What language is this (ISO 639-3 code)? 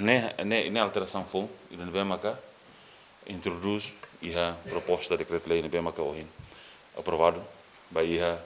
tet